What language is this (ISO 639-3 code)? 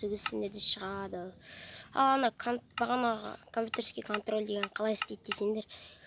kaz